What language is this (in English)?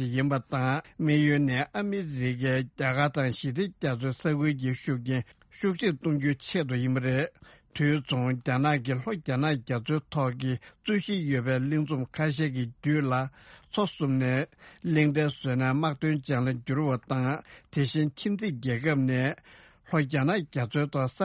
Tibetan